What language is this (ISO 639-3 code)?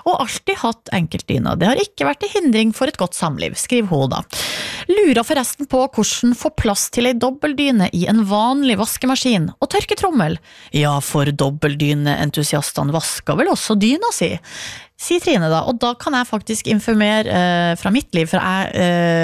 nor